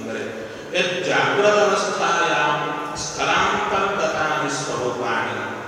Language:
Kannada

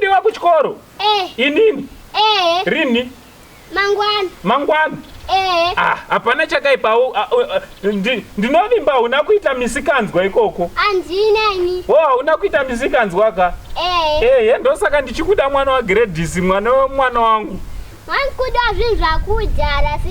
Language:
Shona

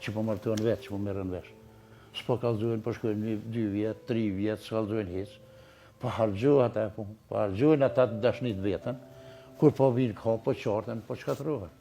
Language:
Albanian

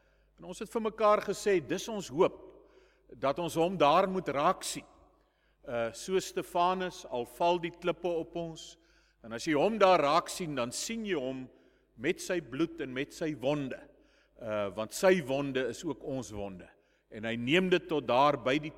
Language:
Afrikaans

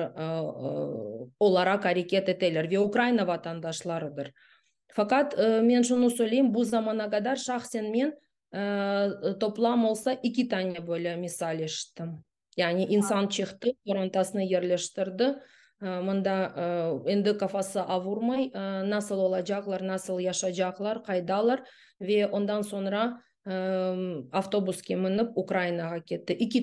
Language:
Crimean Tatar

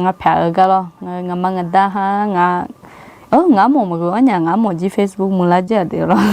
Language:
Akha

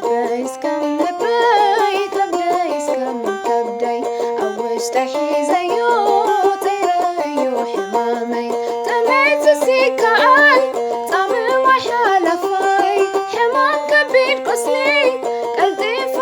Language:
Tigrinya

